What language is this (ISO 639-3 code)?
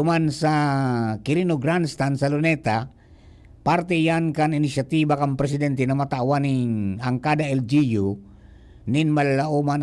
bik